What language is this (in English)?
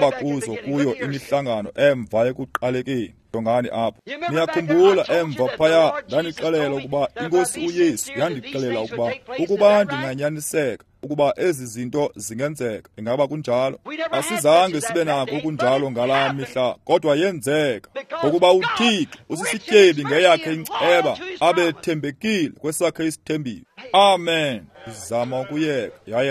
Xhosa